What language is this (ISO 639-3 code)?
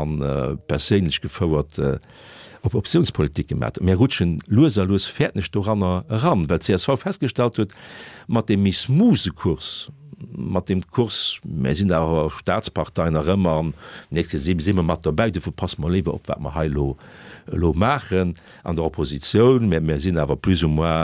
ltz